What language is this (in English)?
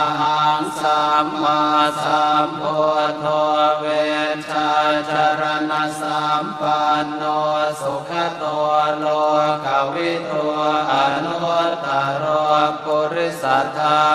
Pali